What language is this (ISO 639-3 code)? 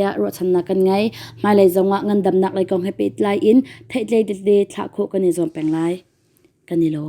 cnh